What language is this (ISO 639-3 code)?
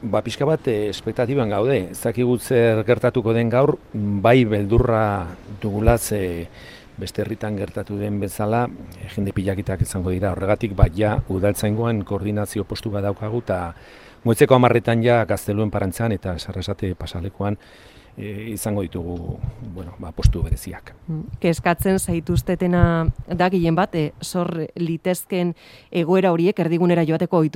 eus